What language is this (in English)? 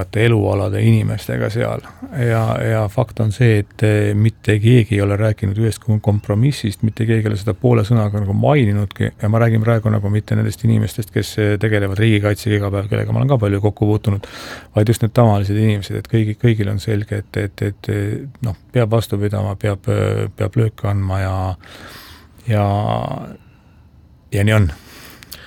Estonian